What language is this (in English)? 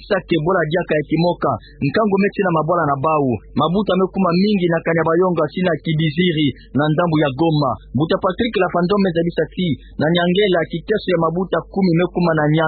Kituba (Democratic Republic of Congo)